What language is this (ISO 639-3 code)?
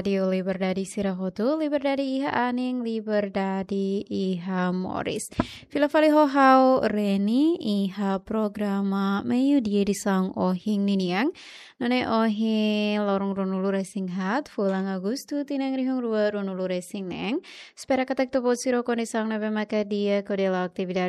tet